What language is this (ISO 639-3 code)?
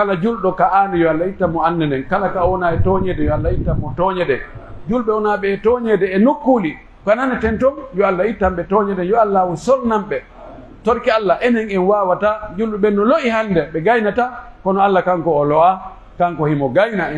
fuf